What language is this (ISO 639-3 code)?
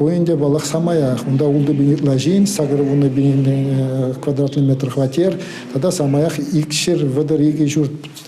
chv